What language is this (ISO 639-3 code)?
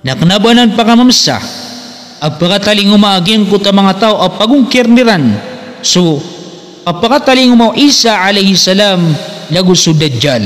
mrw